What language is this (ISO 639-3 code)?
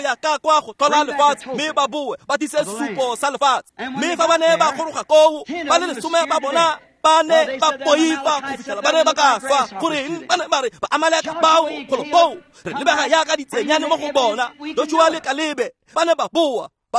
tsn